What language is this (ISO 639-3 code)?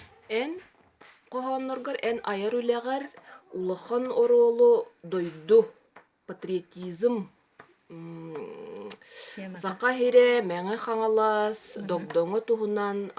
sah